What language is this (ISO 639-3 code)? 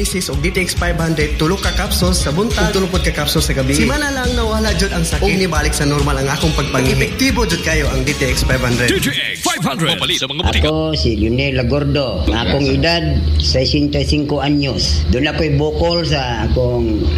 ceb